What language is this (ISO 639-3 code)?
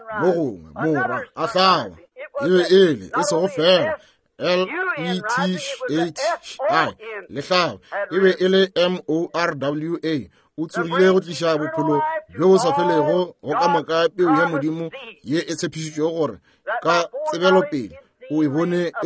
nso